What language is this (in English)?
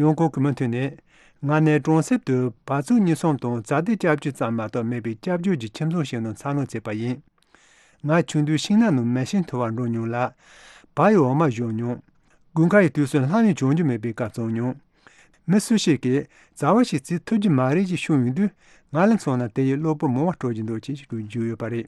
Tibetan